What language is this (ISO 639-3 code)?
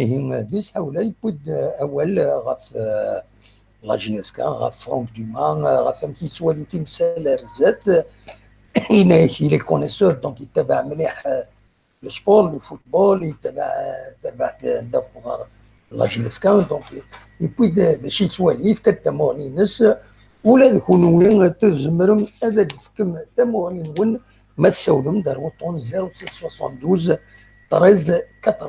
kab